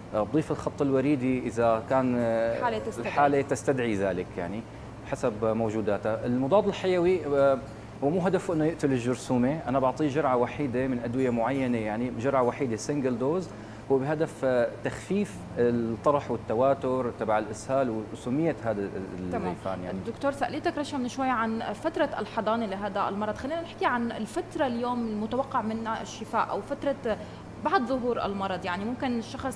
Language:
North Levantine Arabic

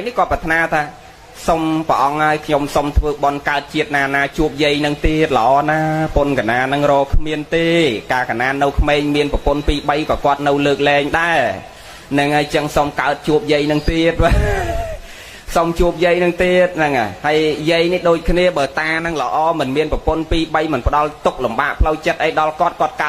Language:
Khmer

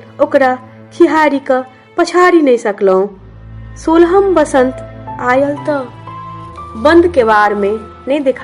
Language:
Maithili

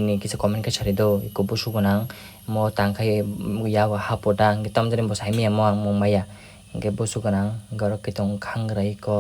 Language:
Kok Borok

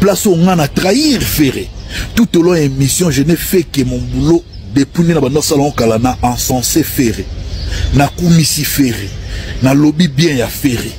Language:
Lingala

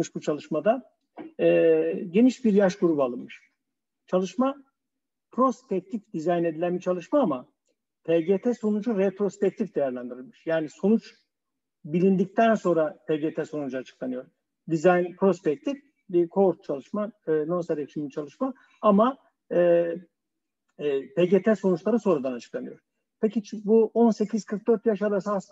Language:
Turkish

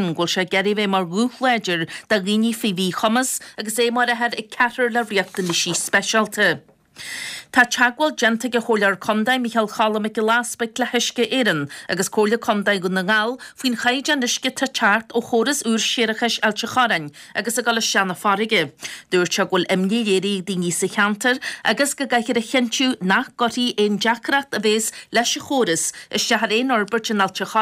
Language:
Irish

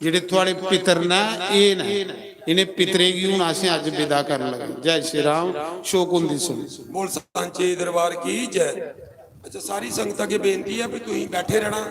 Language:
Dogri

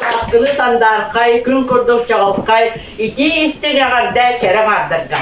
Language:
Yakut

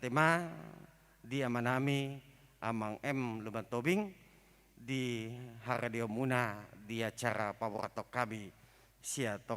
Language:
Batak Toba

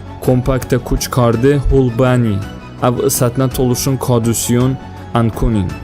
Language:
Talysh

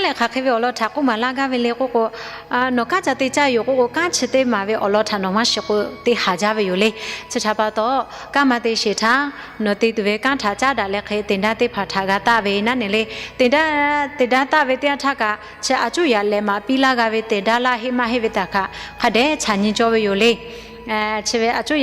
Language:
Lahu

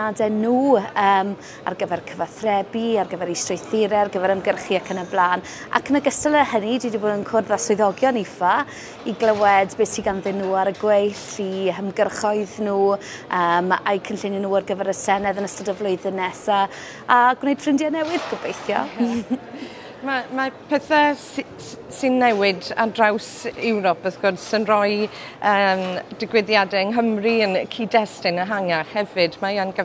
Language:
Welsh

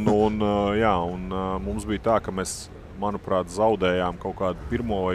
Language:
Latvian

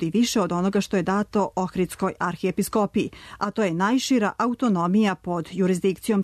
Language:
Serbian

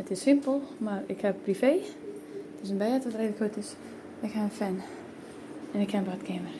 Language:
Western Frisian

